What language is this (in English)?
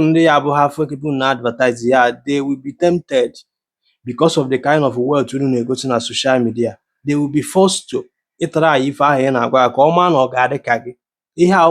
Igbo